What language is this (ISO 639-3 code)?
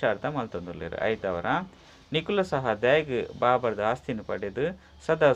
tcy